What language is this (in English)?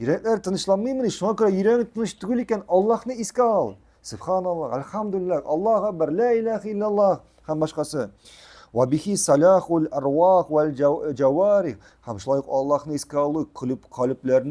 Tatar